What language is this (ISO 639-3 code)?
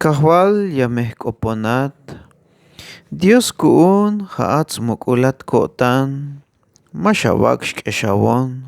tzh